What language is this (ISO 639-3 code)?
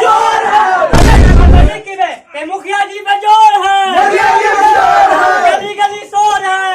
mag